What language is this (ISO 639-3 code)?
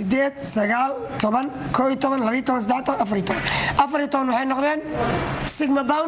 som